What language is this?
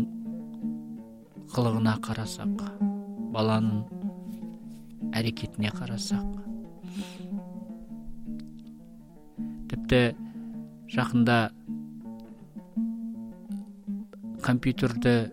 Kazakh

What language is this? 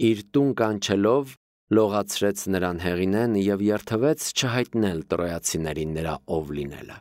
Armenian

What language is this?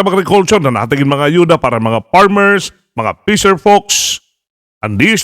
Waray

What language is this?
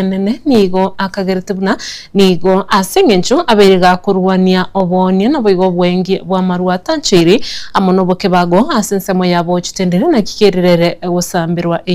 Gusii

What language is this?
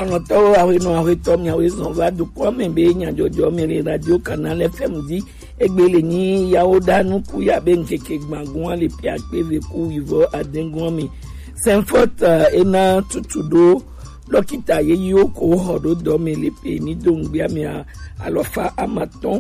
Gen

